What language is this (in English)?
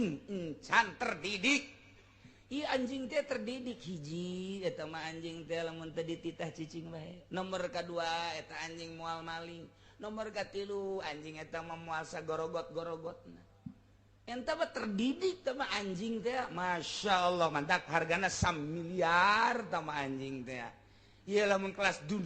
Sundanese